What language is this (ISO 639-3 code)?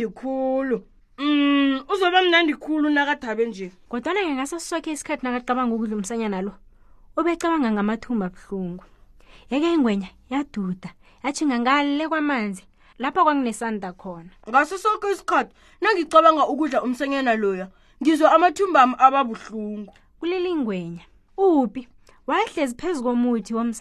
nbl